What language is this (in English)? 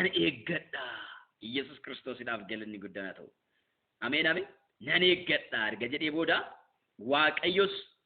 Oromo